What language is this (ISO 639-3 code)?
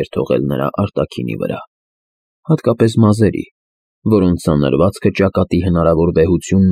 hye